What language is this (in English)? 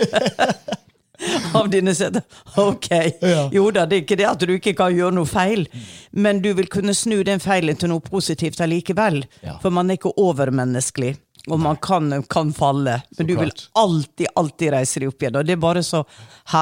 Norwegian